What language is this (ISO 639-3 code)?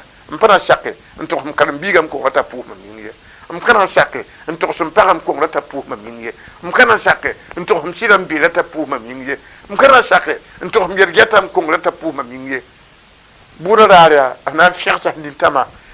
mos